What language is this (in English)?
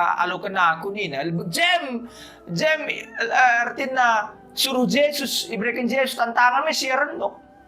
Batak Karo